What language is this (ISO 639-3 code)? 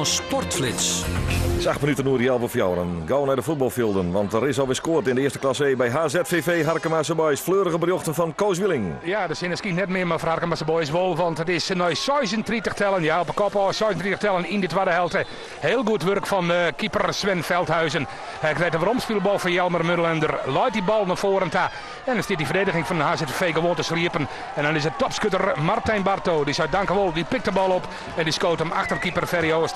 fry